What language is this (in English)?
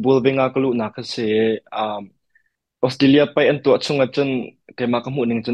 Hakha Chin